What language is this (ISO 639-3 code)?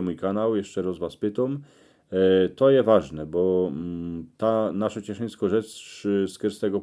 szl